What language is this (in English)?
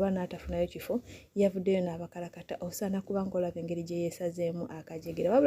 Ganda